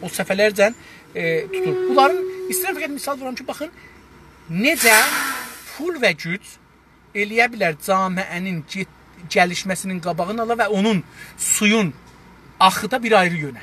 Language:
South Azerbaijani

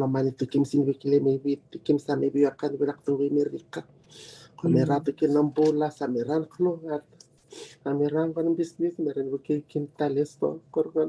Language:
Fijian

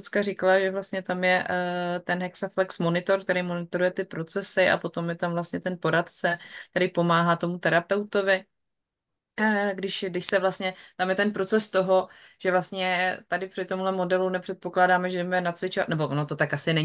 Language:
Czech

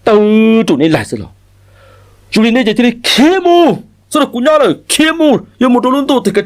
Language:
Hmong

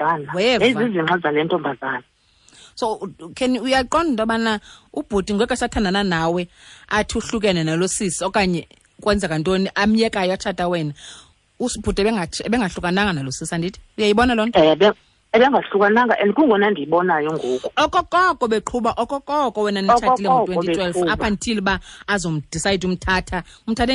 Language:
Xhosa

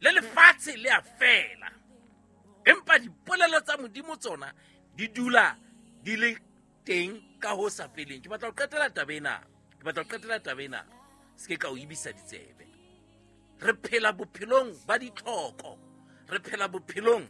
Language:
Southern Sotho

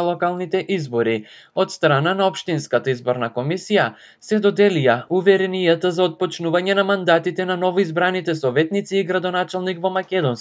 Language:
Macedonian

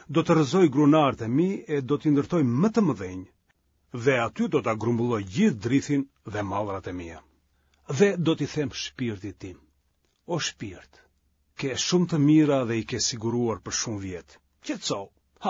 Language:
Albanian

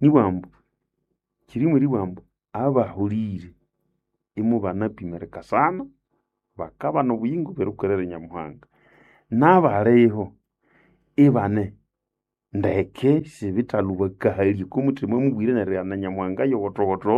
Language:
Nande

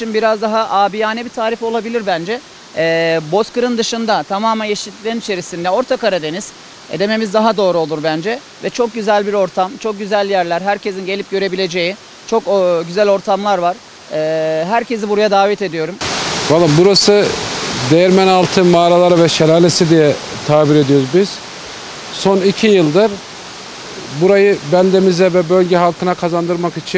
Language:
Turkish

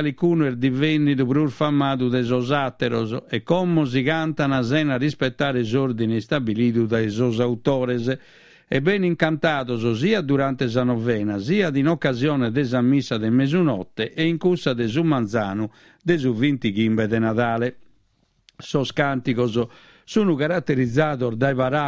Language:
Sardinian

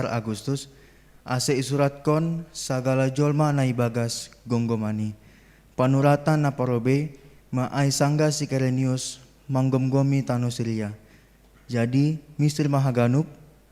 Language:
Batak Simalungun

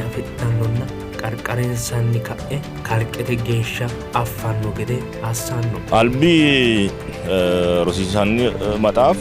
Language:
Sidamo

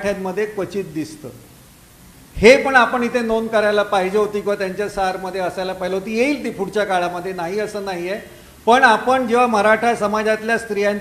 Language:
Marathi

